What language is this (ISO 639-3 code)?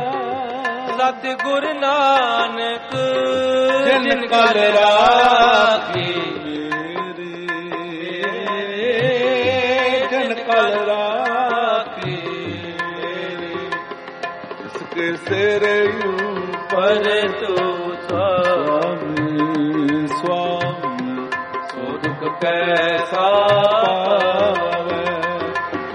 pan